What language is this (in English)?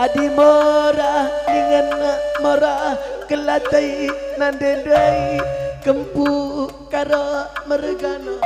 Batak Karo